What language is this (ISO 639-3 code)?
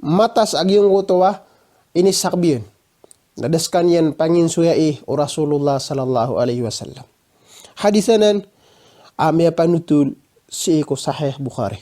mrw